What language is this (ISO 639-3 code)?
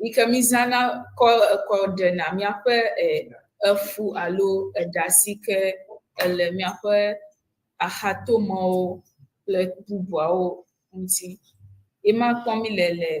ewe